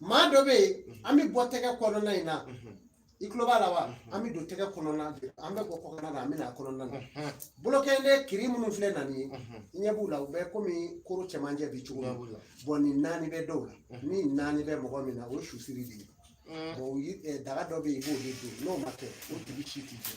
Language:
Bambara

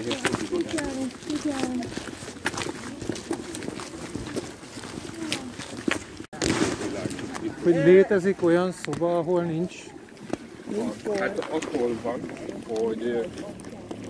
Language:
Hungarian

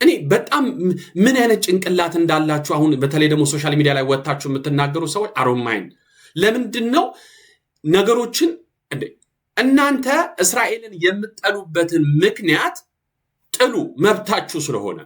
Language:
Amharic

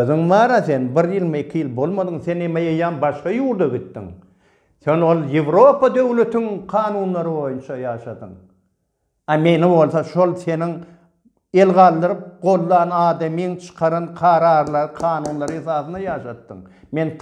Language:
Turkmen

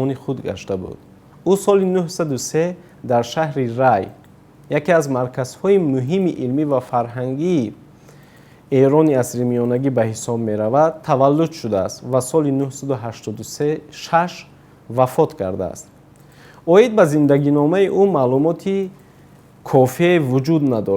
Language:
Tajik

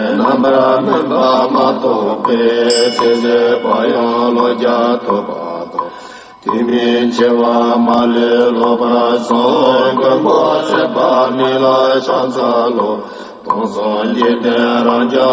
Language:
Tibetan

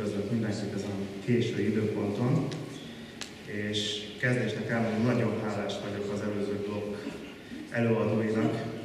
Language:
Hungarian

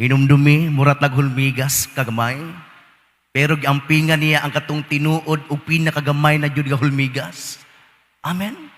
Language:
Cebuano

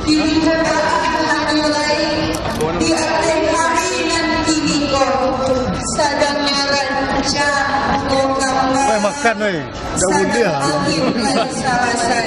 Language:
Minangkabau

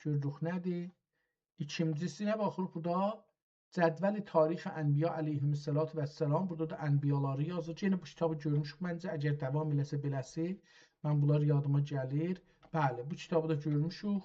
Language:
South Azerbaijani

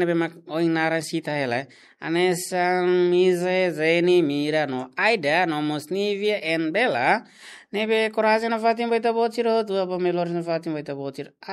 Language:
Tetum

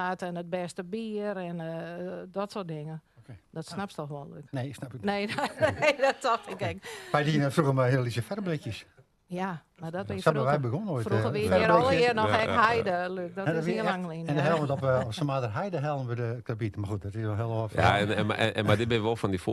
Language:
Western Frisian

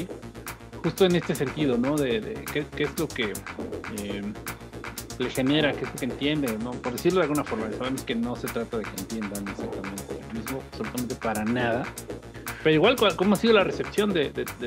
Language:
Spanish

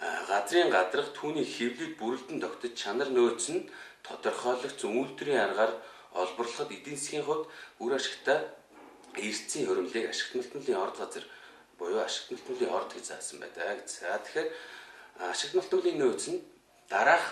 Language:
Mongolian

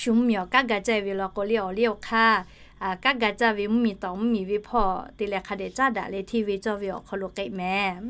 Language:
Lahu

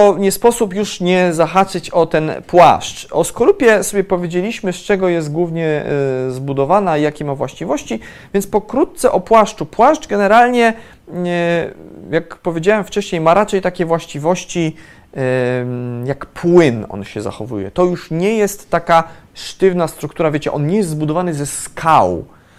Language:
Polish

